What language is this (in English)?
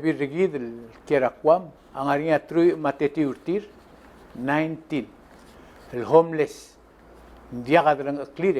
Palauan